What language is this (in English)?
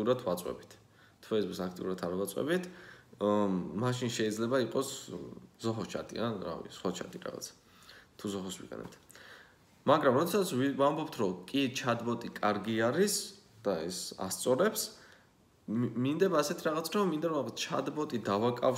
Georgian